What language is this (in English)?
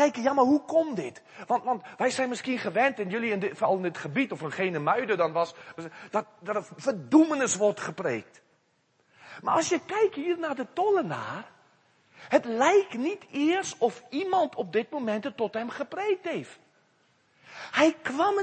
Dutch